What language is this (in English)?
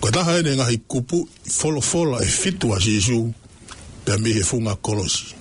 Tongan